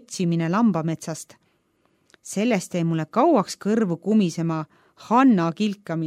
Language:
Estonian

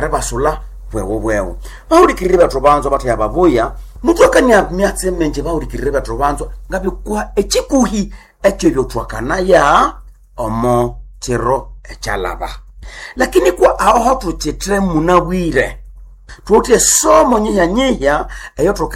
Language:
Nande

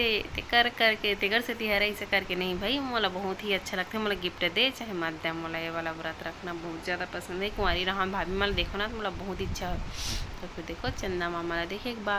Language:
Chhattisgarhi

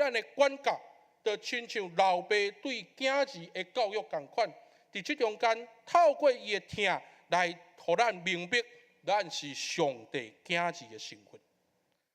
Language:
Min Nan Chinese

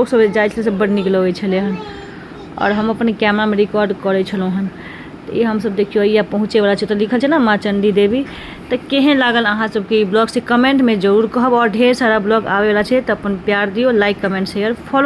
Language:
Maithili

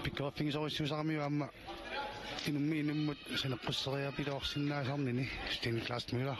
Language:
Kalaallisut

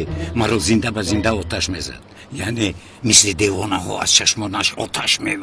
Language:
Tajik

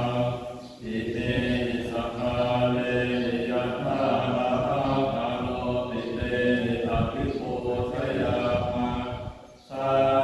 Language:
Pali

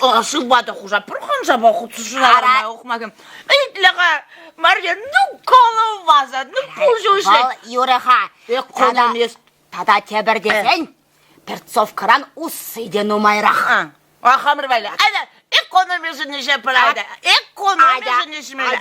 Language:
Chuvash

